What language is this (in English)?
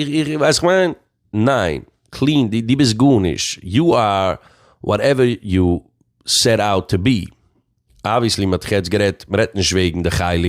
Yiddish